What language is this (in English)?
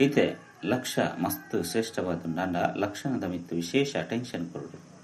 Tulu